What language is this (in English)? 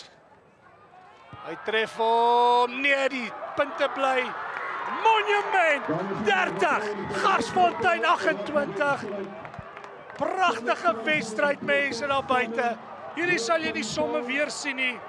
Afrikaans